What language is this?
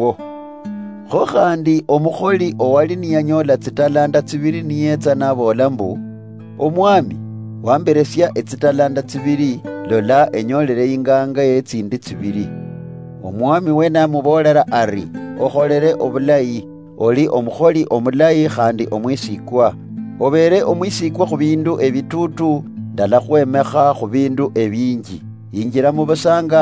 Luyia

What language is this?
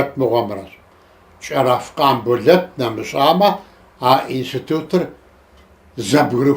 Kabardian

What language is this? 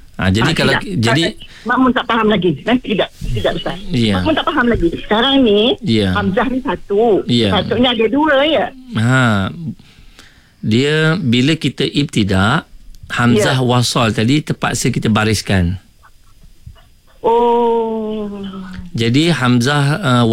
Malay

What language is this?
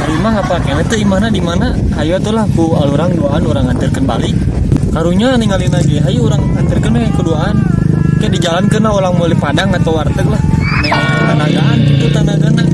Sundanese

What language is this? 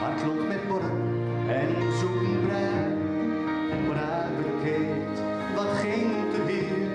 Gronings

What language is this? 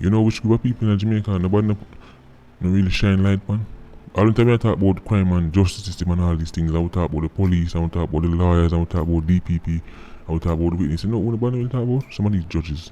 Jamaican Creole English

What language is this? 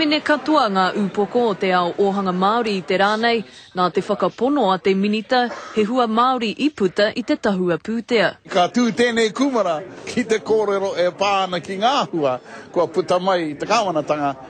Māori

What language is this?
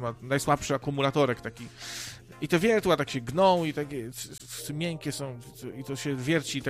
Polish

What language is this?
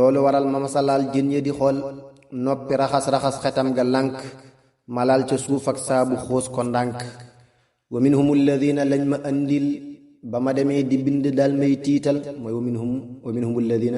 Wolof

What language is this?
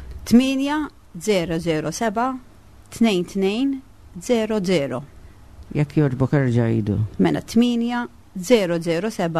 Maltese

